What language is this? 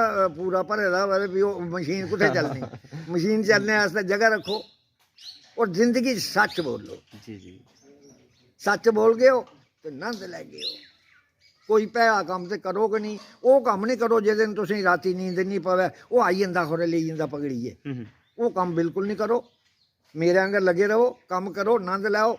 Dogri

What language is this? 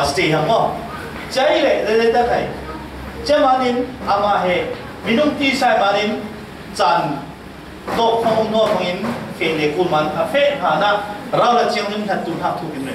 Falam Chin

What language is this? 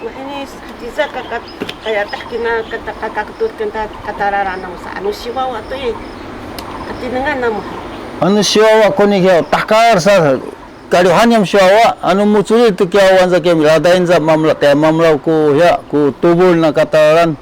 Sakizaya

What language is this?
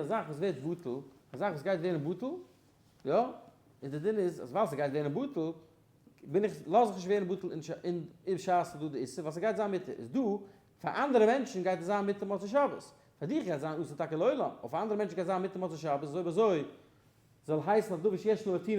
Yiddish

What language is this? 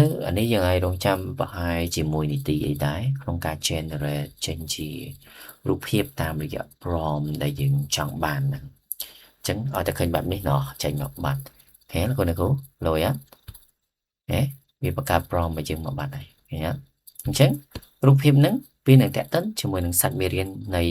Khmer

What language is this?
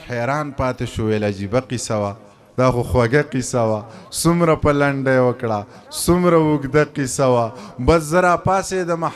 Pashto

